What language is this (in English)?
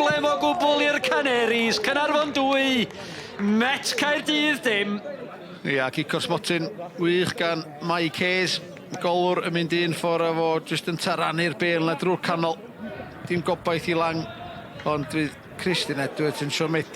Welsh